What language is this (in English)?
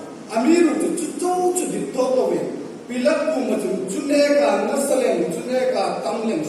Hmar